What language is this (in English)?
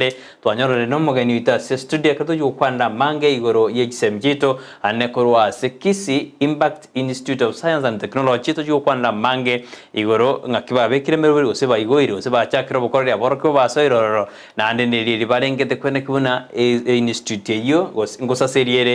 Gusii